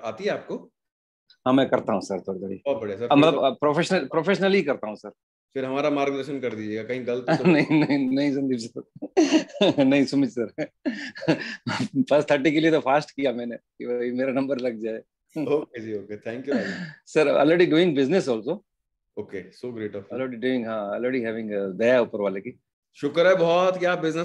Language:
Hindi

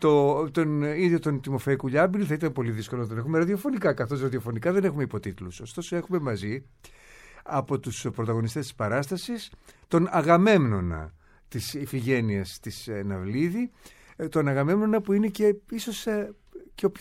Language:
Greek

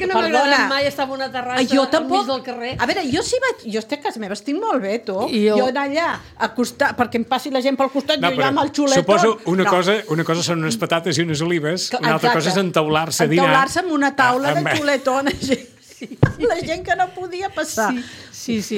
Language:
Catalan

